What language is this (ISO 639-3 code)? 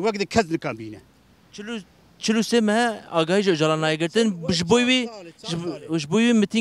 kur